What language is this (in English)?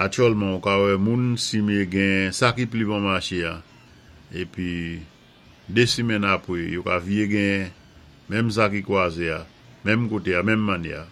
Saint Lucian Creole French